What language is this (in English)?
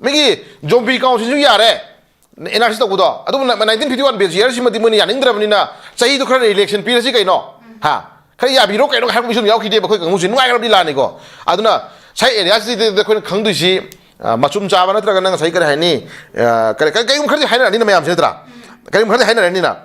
Manipuri